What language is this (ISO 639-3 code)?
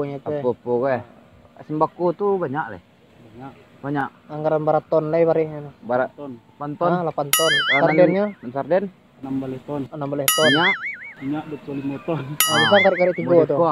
min